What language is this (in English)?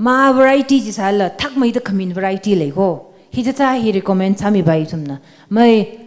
Tangkhul Naga (India)